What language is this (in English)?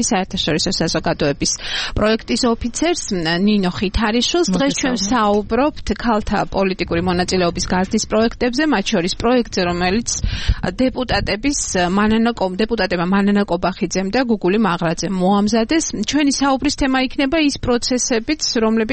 Georgian